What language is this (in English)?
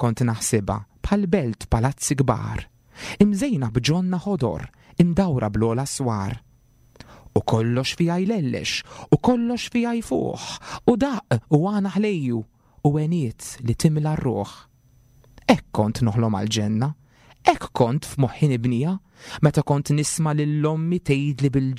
Maltese